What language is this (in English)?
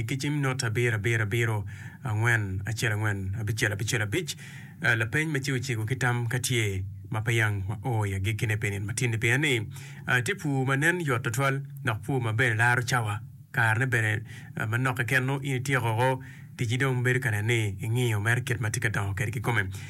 Acoli